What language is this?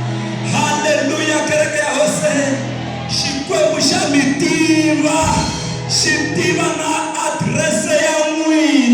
Tsonga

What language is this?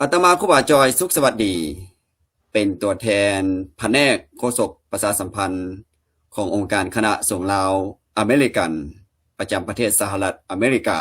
Lao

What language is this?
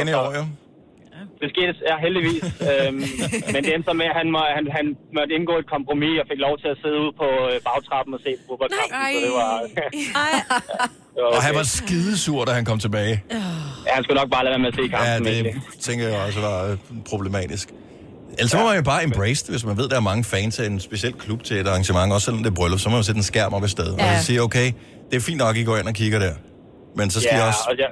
Danish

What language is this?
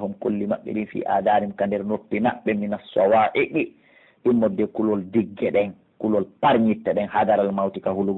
Pular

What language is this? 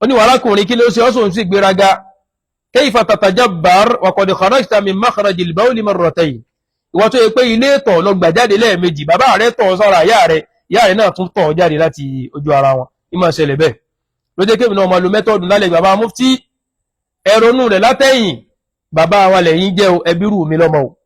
Yoruba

